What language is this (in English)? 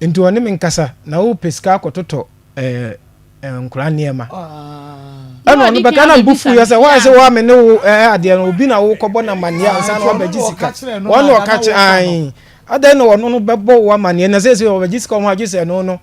Akan